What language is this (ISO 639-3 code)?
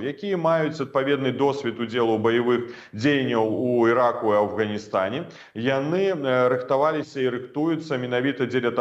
bel